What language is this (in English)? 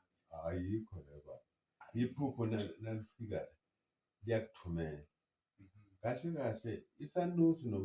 Zulu